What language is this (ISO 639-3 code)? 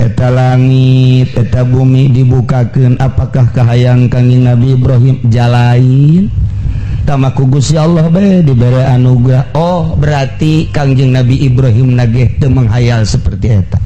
sun